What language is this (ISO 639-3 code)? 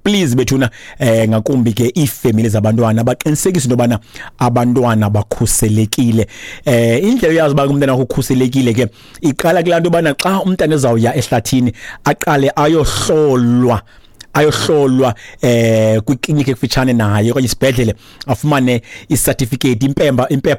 xho